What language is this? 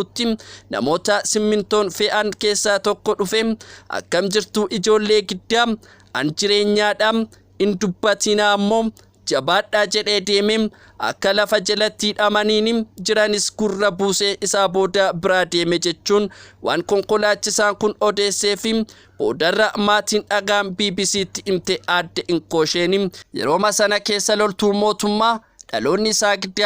Oromo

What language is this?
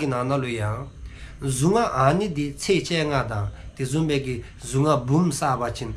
Dzongkha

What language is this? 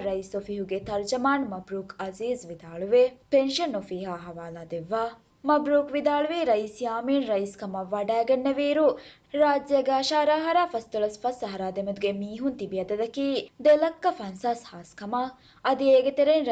Divehi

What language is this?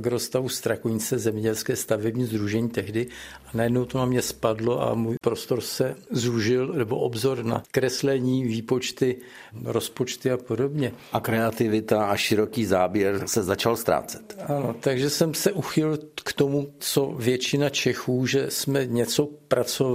Czech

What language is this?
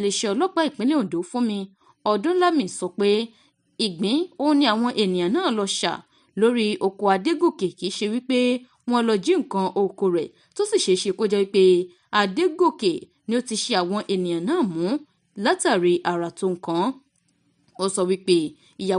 Yoruba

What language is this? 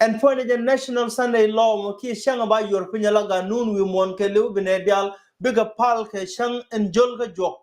Nuer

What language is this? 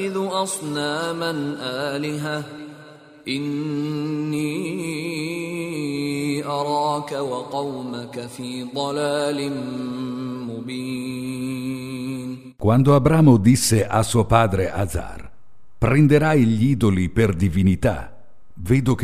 Italian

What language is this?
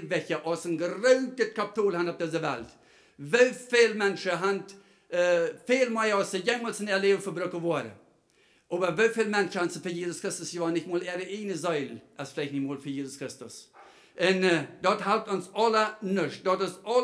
Plautdietsch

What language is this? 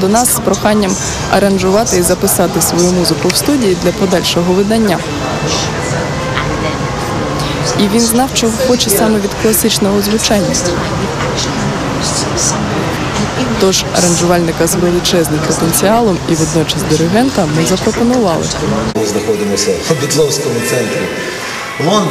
Ukrainian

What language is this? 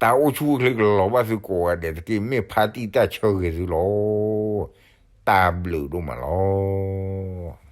S'gaw Karen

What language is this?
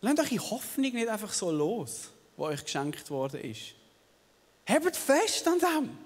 Swiss German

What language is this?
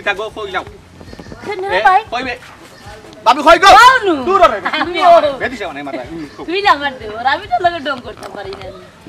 Sylheti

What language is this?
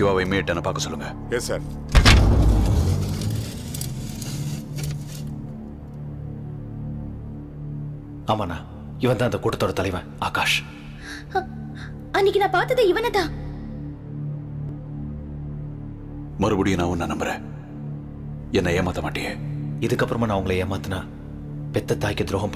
Tamil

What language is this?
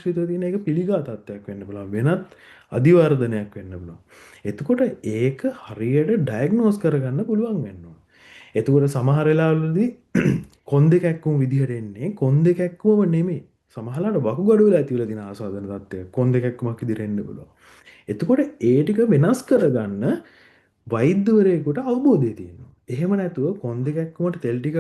Sinhala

